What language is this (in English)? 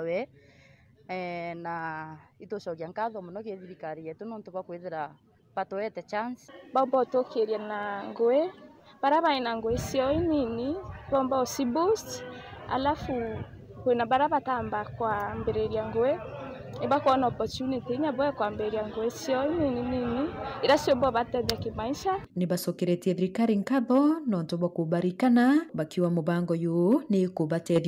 Meru